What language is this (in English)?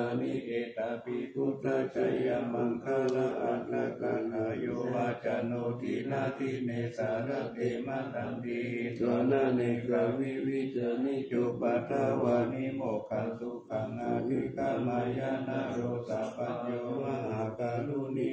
Pali